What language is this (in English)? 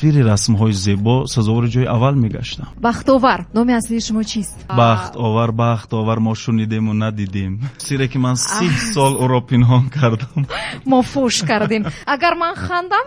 Tajik